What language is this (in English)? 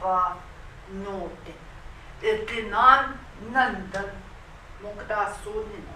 Central Ojibwa